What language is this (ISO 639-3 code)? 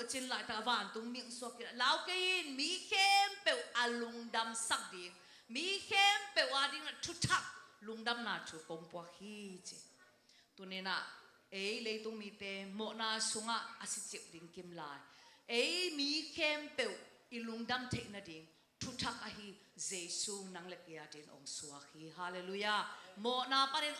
ctd